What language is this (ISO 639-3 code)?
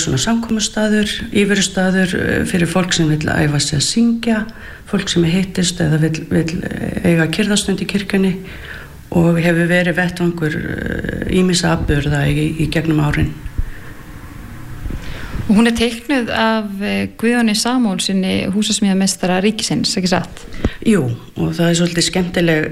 isl